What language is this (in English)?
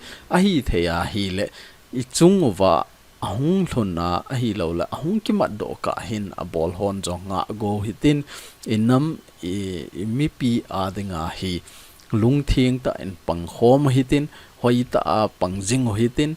Thado Chin